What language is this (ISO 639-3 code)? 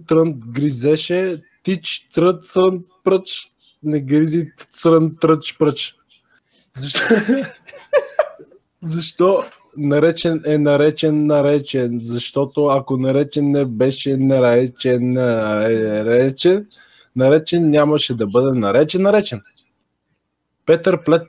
bul